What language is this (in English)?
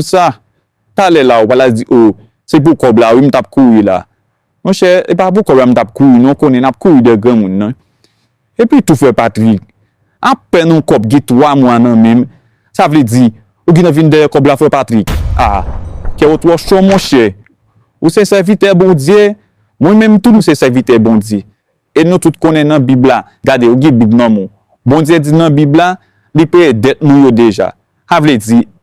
Haitian Creole